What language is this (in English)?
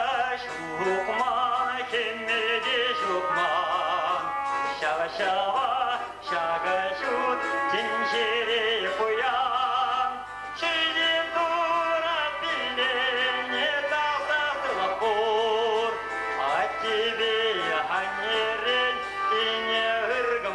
Chuvash